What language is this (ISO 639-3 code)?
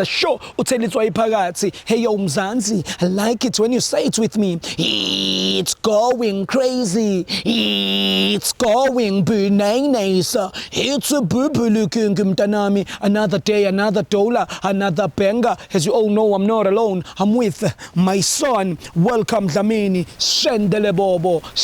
zul